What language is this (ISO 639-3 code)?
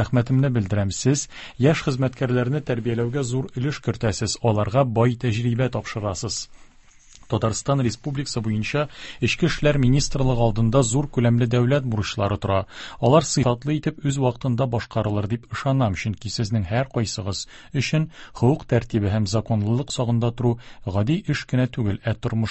tat